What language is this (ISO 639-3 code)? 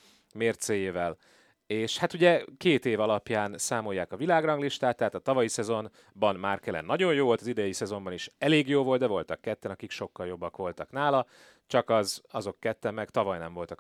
hun